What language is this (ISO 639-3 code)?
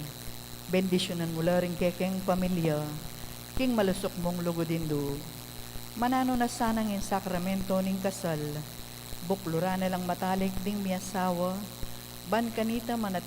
pam